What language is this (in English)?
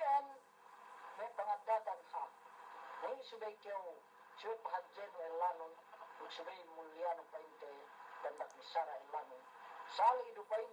Yakan